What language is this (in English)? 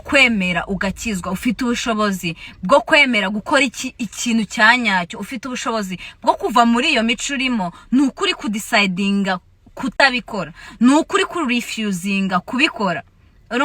Kinyarwanda